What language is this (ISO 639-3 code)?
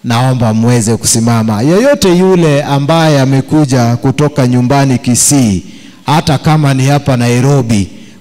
swa